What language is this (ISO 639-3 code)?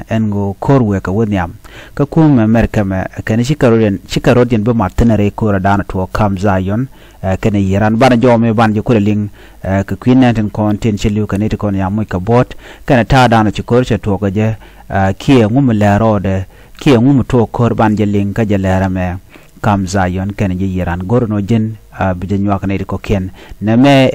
nus